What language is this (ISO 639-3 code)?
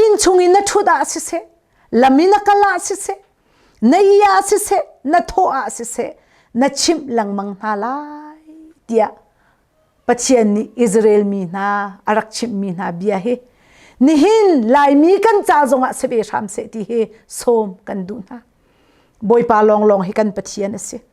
cnh